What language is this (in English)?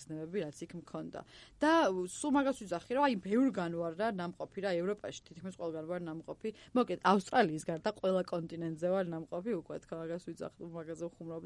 Georgian